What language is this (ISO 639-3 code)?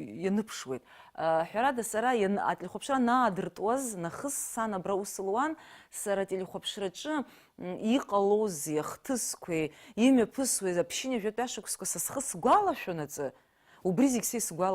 abk